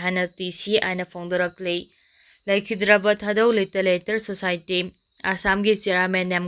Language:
Manipuri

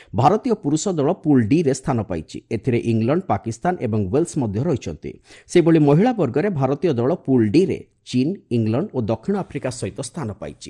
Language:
Odia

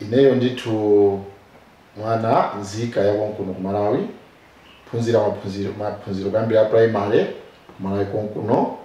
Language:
Nyanja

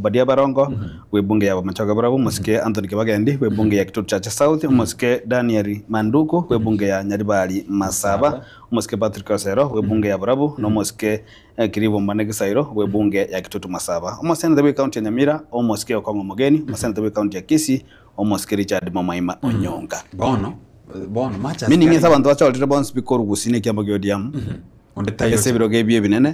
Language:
Gusii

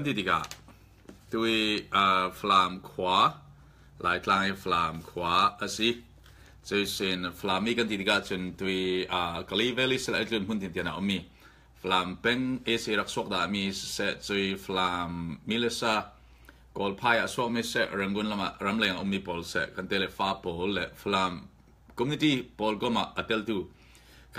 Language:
Falam Chin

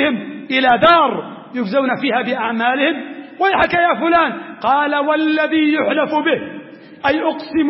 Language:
Arabic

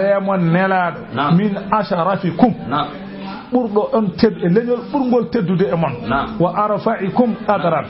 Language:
Fula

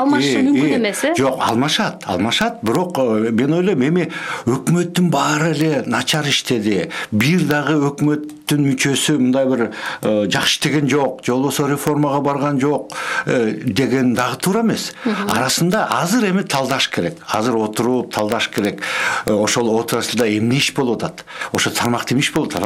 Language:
Kyrgyz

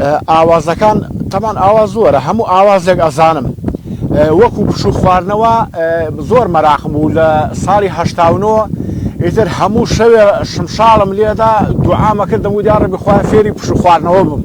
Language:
Central Kurdish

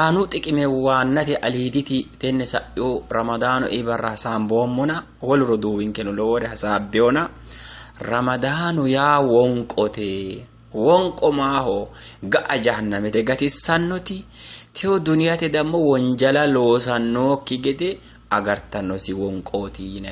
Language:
Sidamo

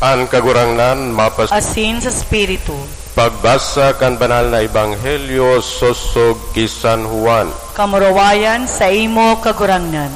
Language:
Bikol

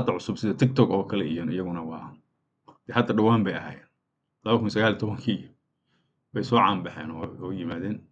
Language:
Somali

